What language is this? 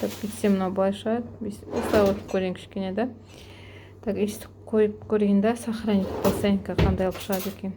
Kazakh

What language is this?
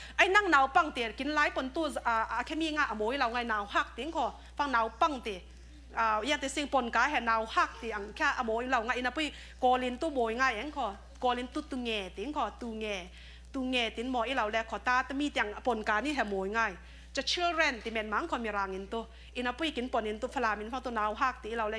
Falam Chin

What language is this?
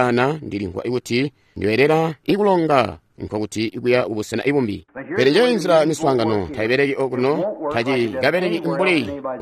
Tonga (Zambia)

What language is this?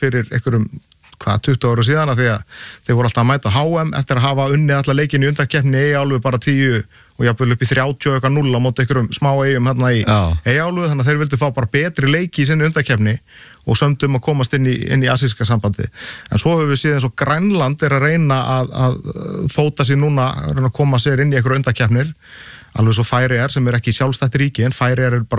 Icelandic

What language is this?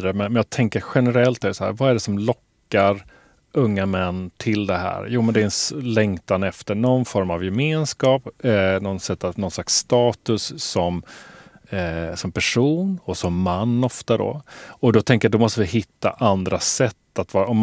Swedish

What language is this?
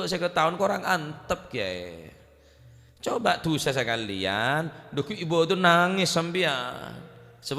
Madurese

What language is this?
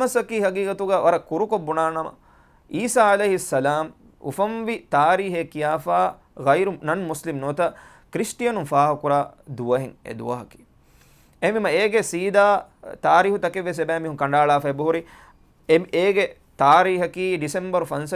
Divehi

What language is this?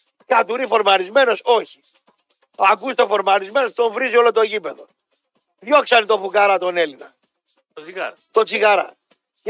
Greek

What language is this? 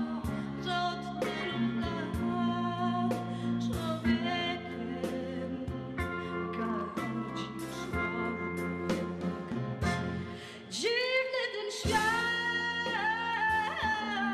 Polish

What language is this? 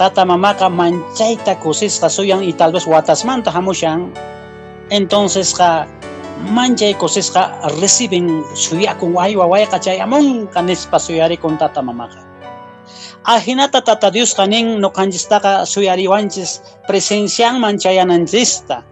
Quechua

